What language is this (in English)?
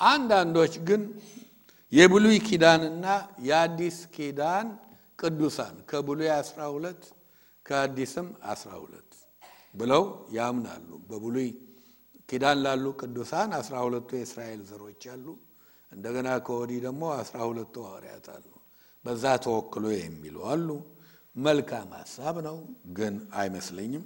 Amharic